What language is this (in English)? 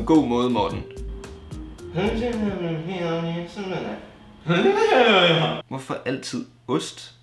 Danish